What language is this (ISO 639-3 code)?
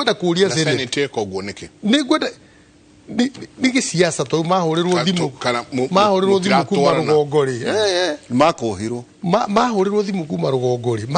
kik